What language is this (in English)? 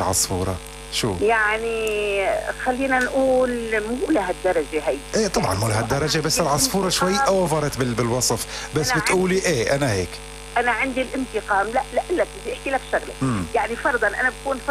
North Levantine Arabic